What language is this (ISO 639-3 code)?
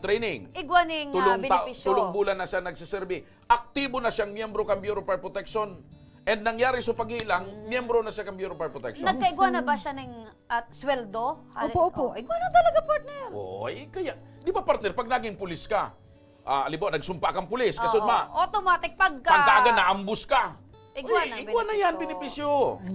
bik